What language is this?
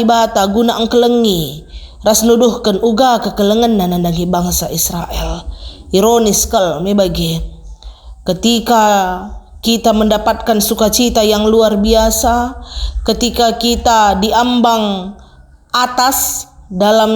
Batak Karo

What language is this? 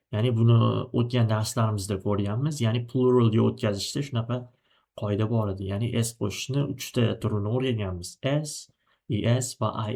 Uzbek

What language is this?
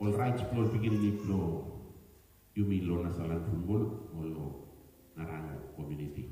Bislama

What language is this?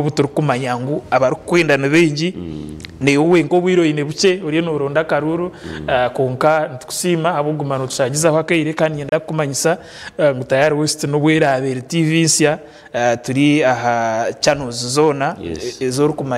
Nyankole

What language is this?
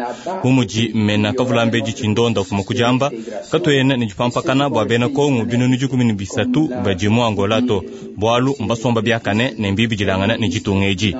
Luba-Lulua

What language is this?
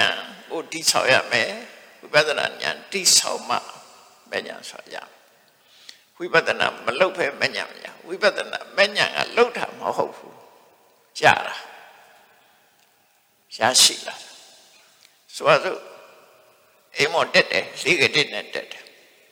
Burmese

